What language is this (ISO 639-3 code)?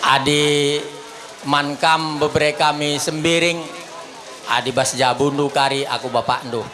btx